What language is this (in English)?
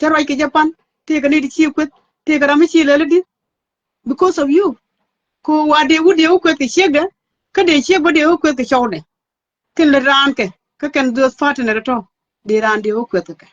Nuer